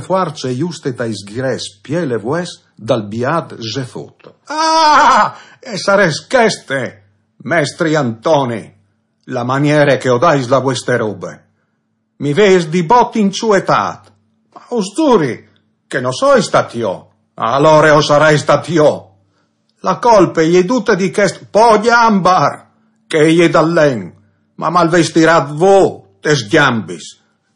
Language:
Friulian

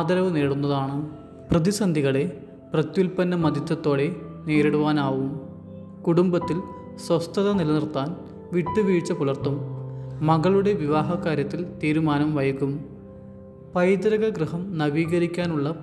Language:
Malayalam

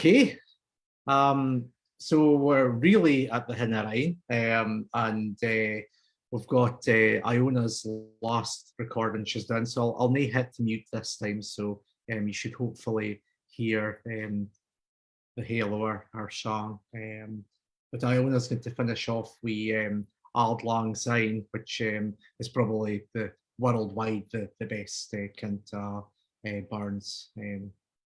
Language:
Scots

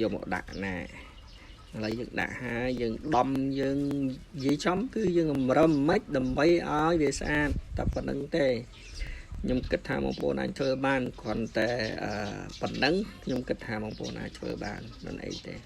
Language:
Khmer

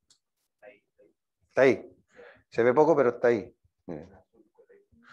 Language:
Spanish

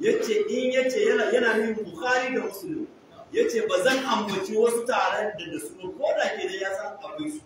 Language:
Hausa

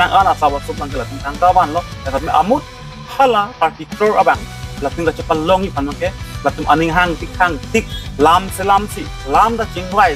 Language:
Karbi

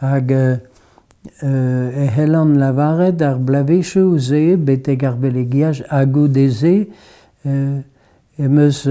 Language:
Breton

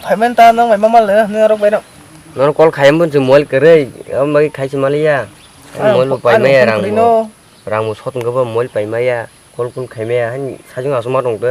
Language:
Kok Borok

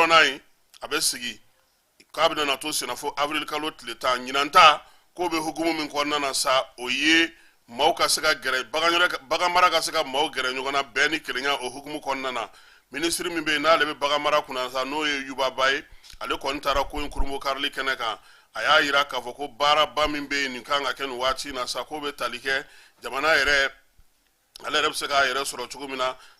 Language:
Bambara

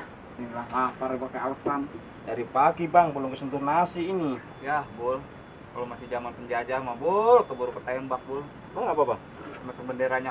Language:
Betawi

